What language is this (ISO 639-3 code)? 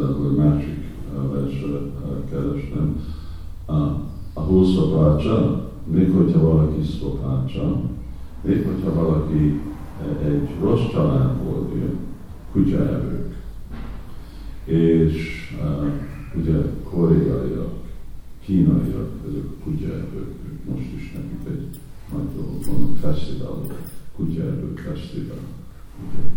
hun